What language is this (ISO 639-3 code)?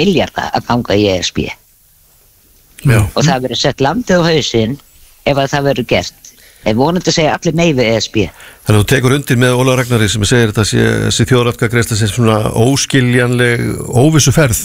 isl